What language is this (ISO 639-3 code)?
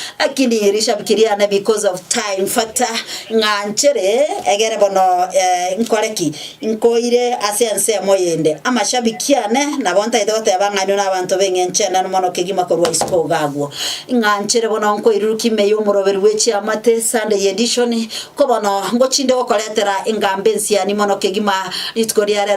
guz